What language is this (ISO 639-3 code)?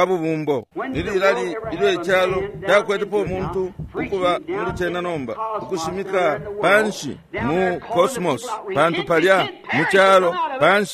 bem